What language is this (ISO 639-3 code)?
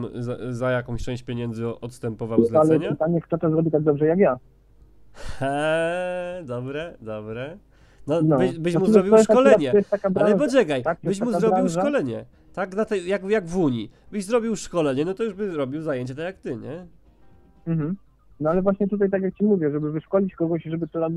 pol